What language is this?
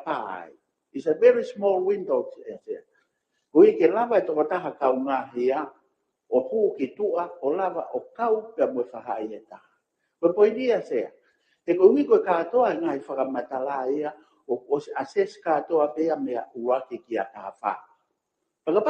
Tongan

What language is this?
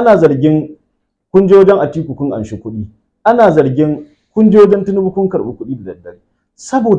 Hausa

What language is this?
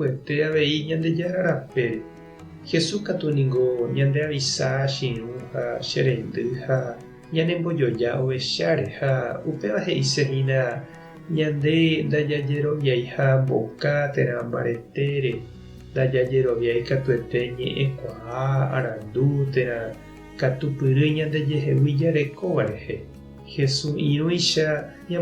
Guarani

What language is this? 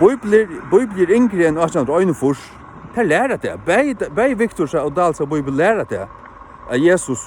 Faroese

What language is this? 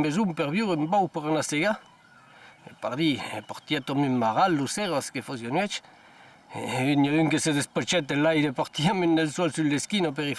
Occitan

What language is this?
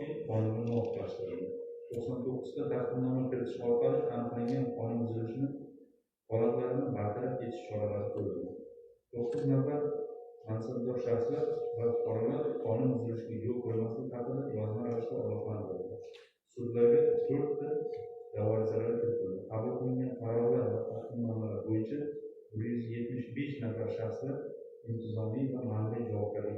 Uzbek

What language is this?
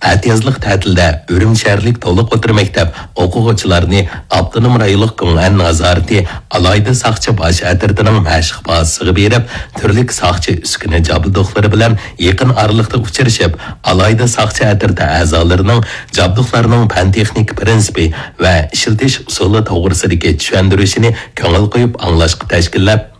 Uyghur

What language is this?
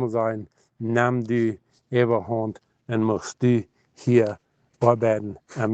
Plautdietsch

